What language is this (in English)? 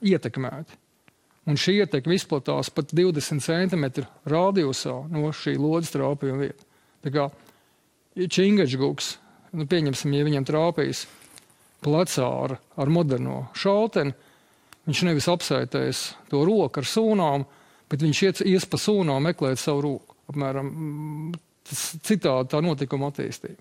Latvian